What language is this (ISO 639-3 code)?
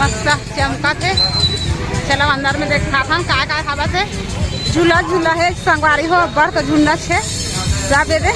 hne